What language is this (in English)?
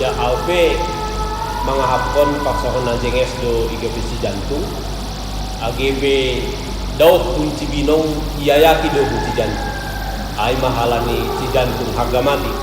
Batak Simalungun